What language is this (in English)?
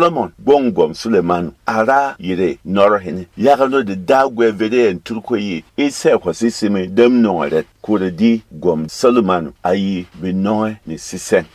Berom